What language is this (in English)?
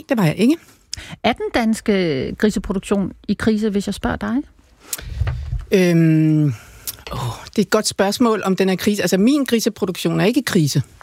Danish